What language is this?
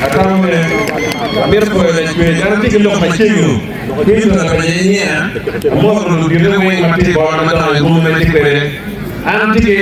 Acoli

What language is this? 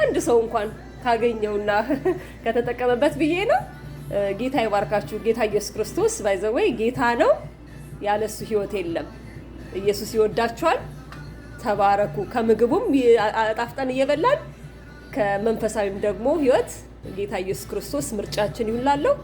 Amharic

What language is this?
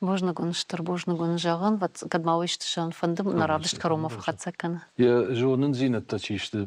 Ossetic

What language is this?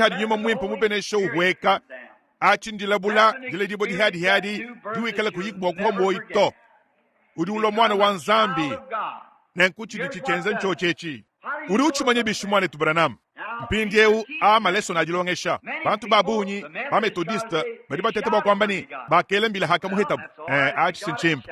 Luba-Lulua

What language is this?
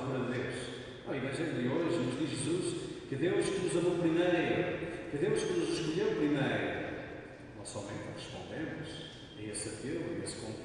Portuguese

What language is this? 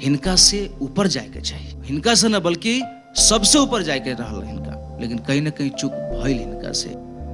Bhojpuri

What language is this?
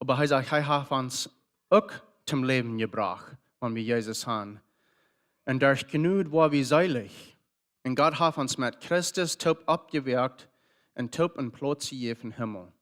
Plautdietsch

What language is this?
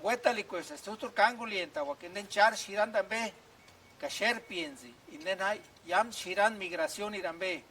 Purepecha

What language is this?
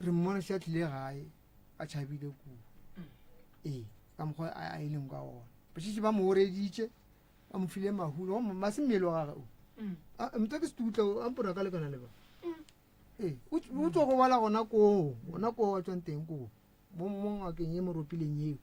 Northern Sotho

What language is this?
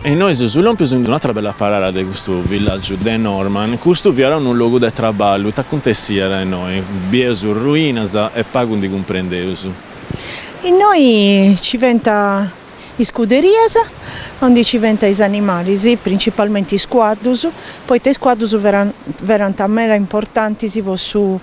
Sardinian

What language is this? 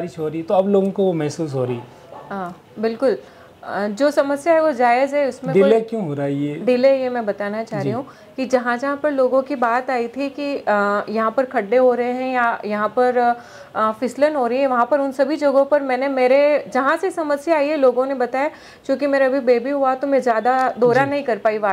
Hindi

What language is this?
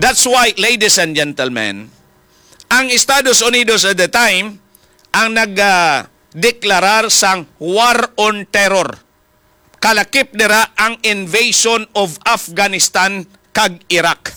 Hiligaynon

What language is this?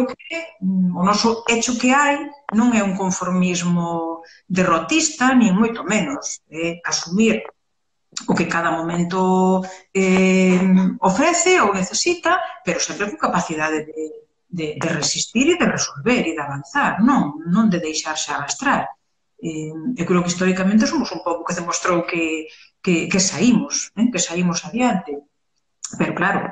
Galician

